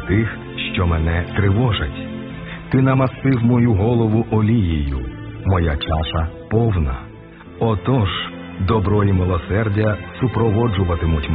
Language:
Ukrainian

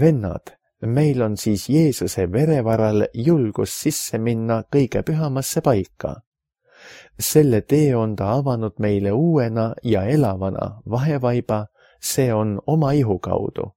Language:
Estonian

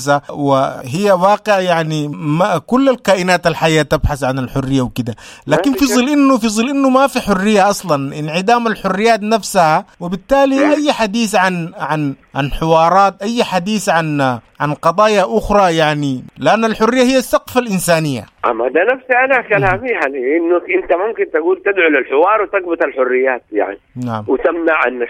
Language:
Sudanese Arabic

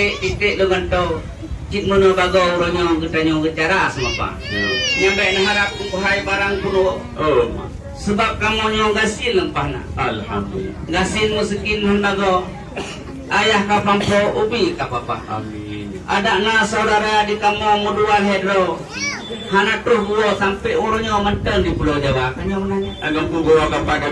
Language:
Achinese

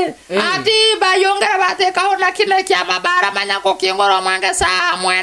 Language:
Nyoro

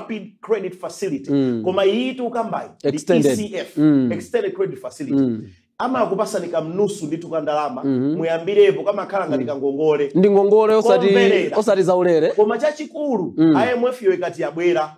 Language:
Nyanja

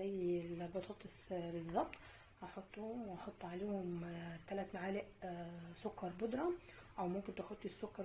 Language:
Egyptian Arabic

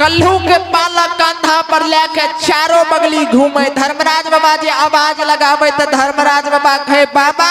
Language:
Maithili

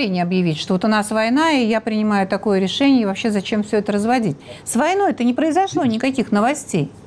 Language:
Russian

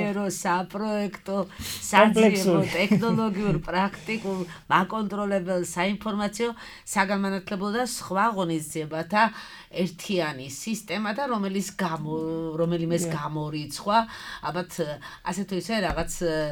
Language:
Georgian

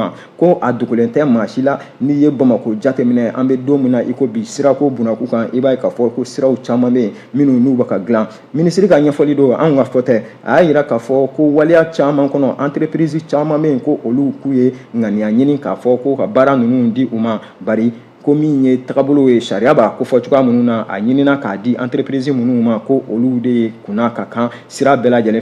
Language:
Bambara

